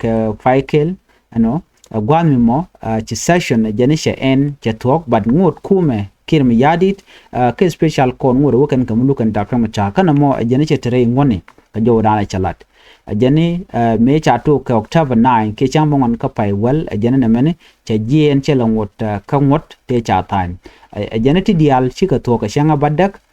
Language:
Nuer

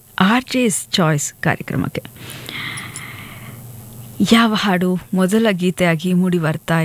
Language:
Kannada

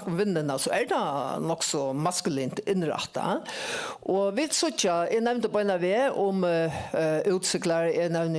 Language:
Faroese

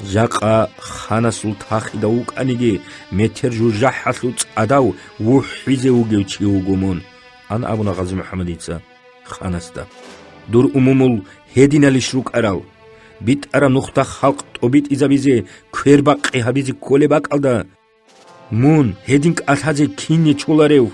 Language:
Avaric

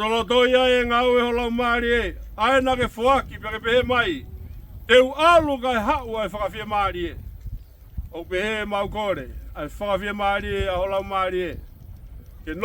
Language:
Tongan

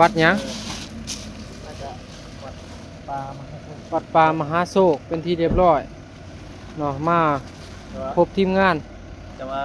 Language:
Northeastern Thai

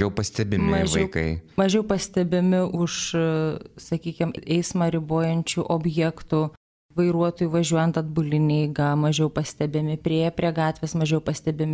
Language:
Lithuanian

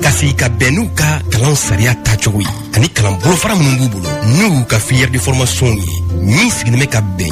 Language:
Bambara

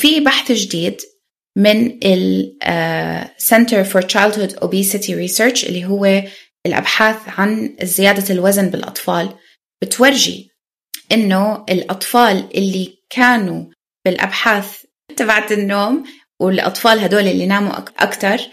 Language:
North Levantine Arabic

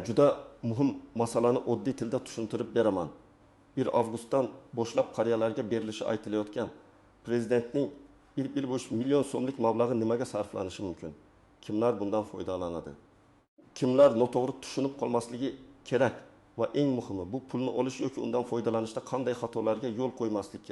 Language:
Uzbek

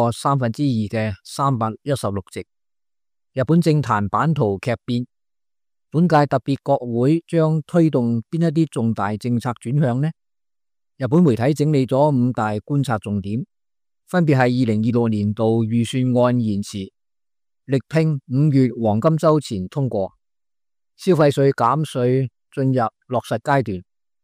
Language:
Cantonese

